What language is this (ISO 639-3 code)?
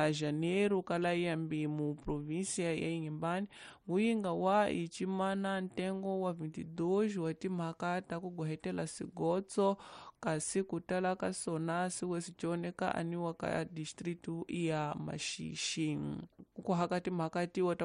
tso